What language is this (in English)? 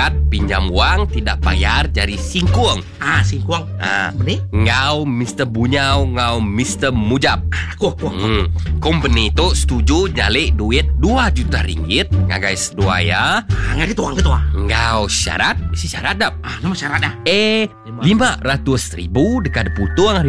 Iban